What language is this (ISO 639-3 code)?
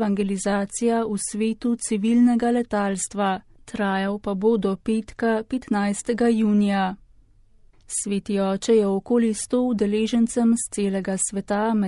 slv